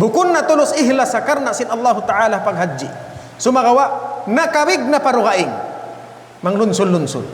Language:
Tausug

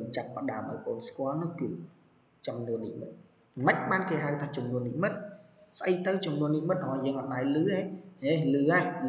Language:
Khmer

